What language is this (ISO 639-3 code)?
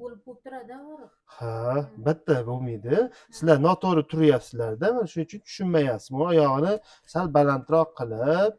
uzb